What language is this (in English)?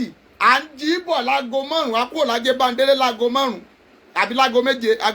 Yoruba